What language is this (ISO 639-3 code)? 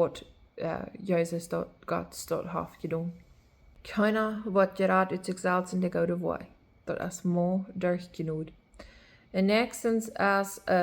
pdt